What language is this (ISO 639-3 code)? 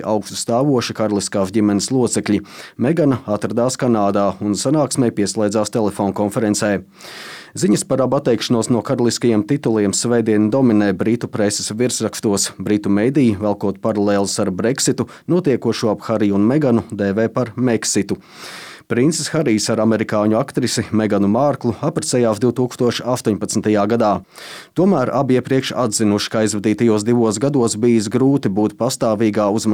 lav